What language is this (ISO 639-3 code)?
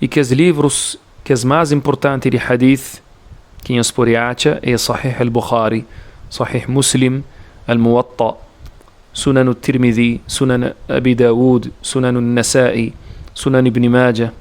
kea